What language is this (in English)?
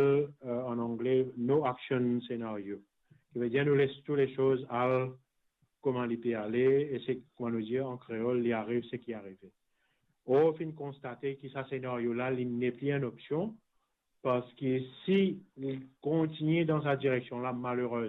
Morisyen